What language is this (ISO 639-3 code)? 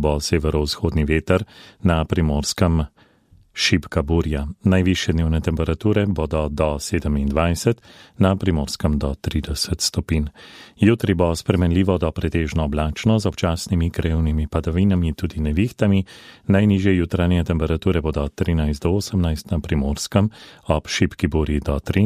slv